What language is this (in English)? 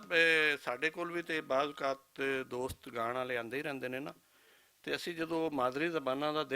Western Panjabi